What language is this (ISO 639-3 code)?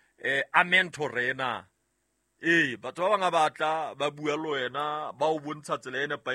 sot